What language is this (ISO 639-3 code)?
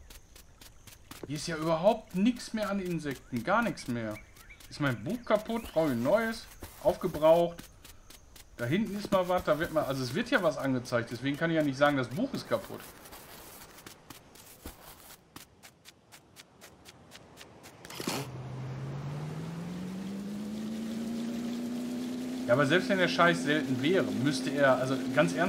deu